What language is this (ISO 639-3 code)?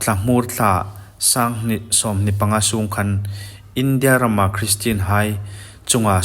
hmr